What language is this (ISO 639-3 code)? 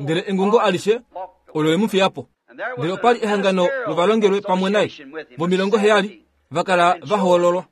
kua